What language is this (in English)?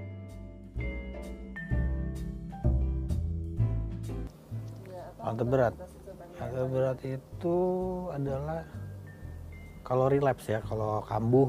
Indonesian